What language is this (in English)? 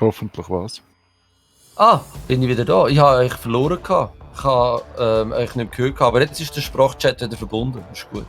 Swiss German